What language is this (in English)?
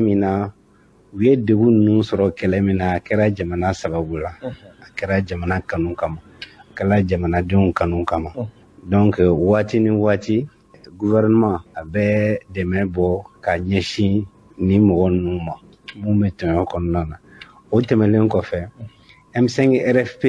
Bambara